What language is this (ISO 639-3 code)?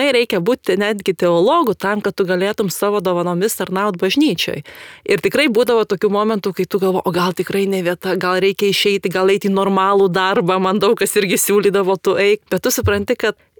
lit